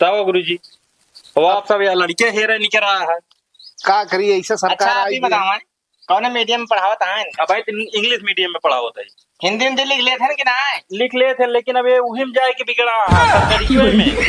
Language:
Awadhi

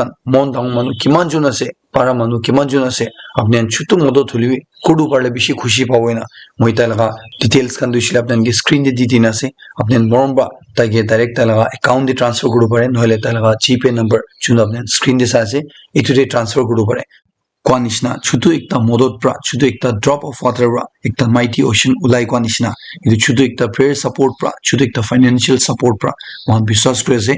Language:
Naga Pidgin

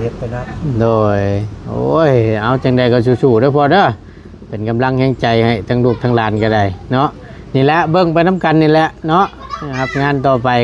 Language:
Lao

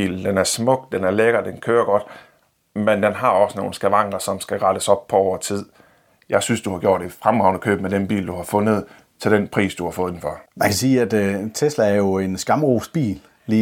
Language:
Danish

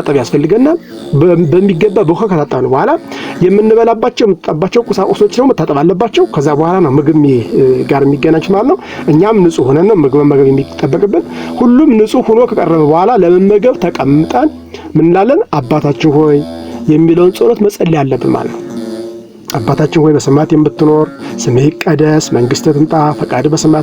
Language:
Amharic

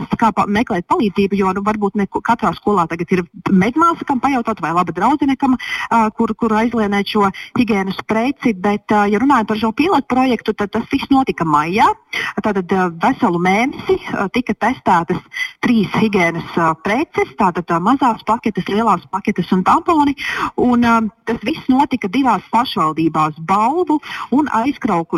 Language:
Latvian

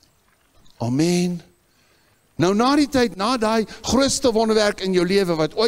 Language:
Afrikaans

